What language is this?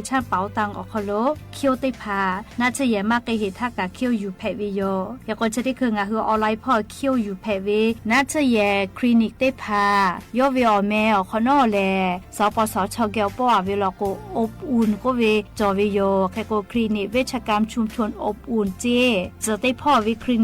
Lahu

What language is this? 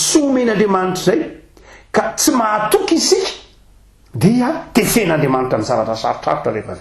Malagasy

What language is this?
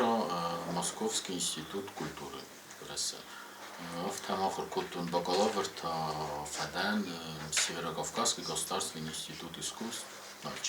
Ossetic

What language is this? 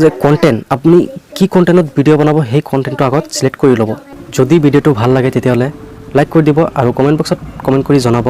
Assamese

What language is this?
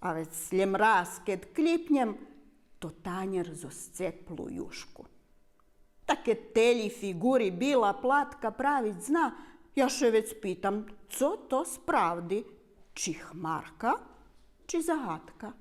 Rusyn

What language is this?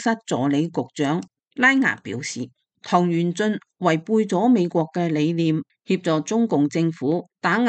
Cantonese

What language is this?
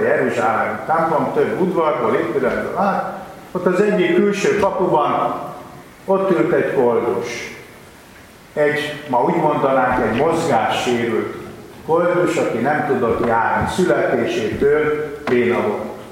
Hungarian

